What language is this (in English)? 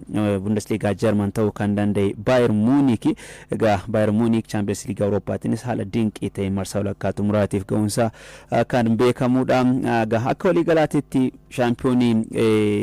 Oromo